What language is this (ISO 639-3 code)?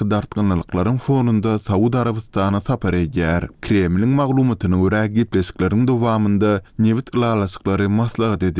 tuk